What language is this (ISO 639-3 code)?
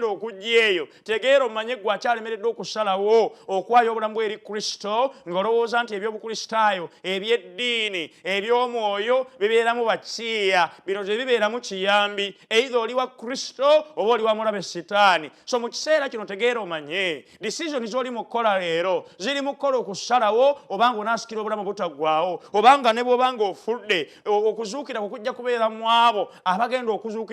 lug